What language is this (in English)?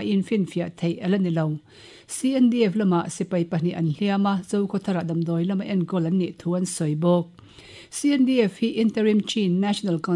Mizo